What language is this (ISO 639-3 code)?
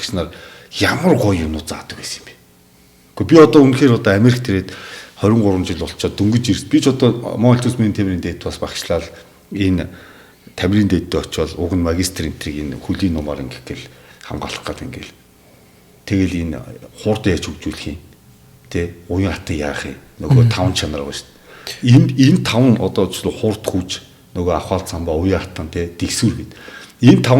mon